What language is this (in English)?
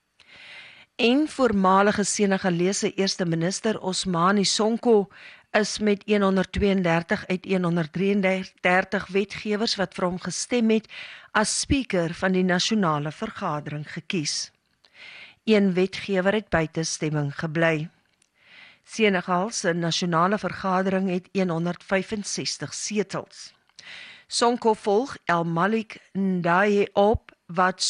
Afrikaans